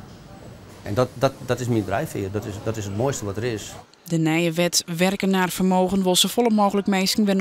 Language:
Western Frisian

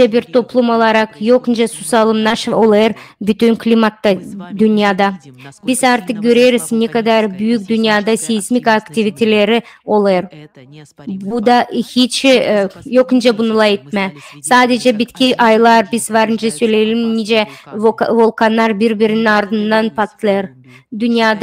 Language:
Gagauz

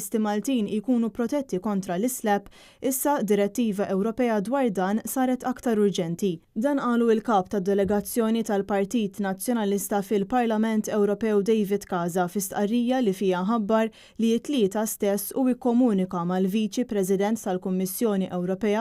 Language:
Maltese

